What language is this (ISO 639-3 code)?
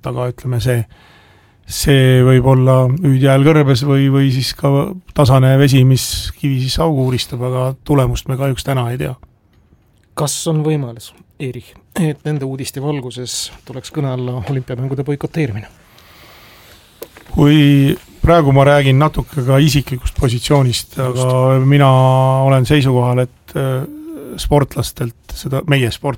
est